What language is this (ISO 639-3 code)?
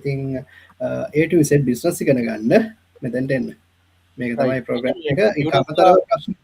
sin